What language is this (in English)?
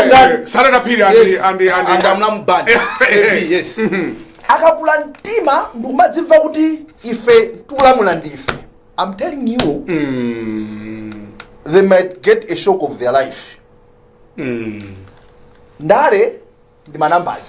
Nyanja